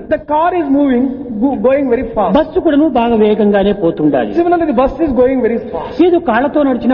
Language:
Telugu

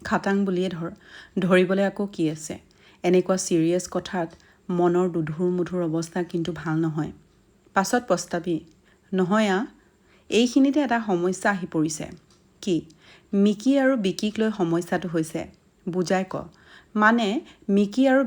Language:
Assamese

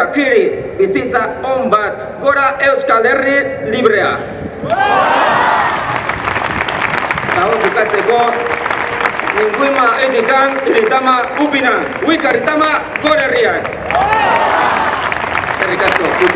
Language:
Basque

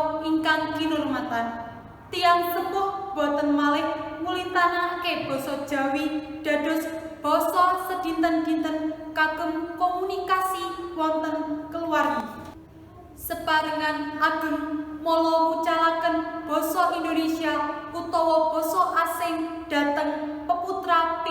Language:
Javanese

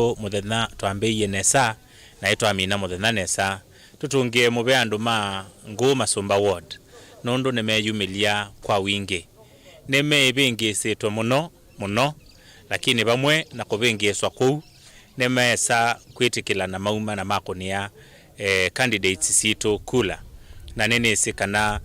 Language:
Kamba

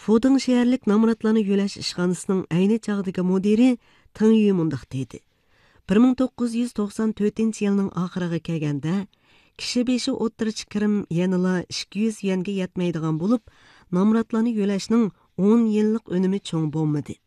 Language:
Uyghur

